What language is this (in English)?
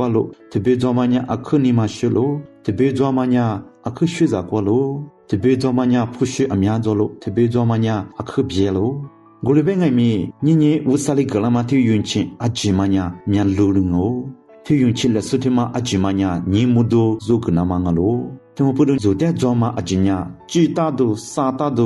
Lisu